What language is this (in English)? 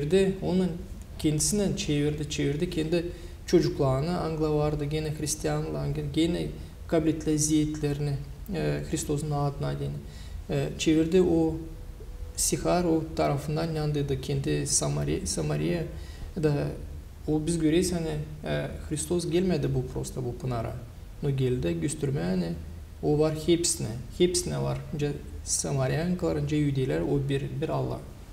Gagauz